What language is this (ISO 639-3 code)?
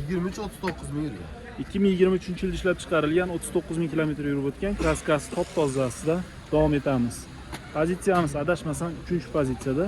uzb